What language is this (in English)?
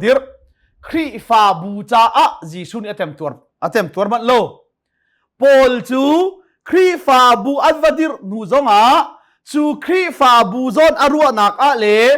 Hakha Chin